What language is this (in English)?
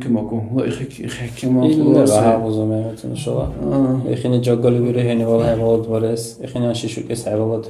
Dargwa